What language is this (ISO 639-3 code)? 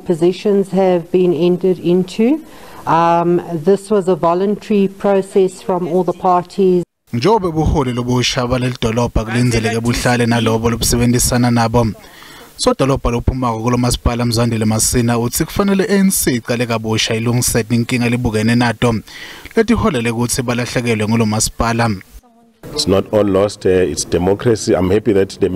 zul